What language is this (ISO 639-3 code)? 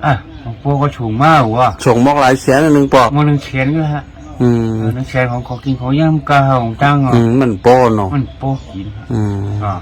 shn